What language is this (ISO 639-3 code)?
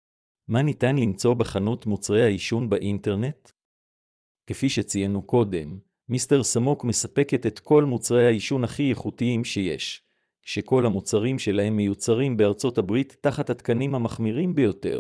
heb